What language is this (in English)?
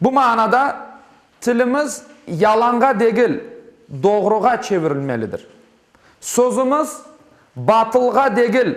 Crimean Tatar